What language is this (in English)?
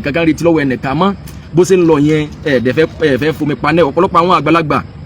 Yoruba